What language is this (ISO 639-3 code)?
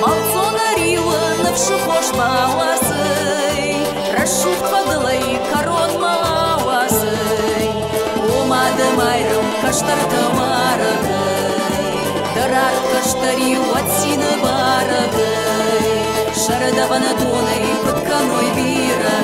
oss